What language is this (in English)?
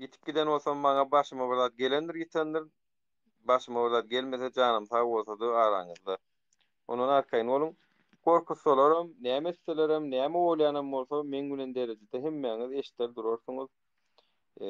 Turkmen